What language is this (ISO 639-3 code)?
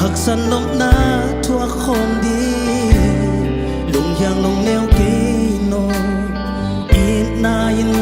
ctd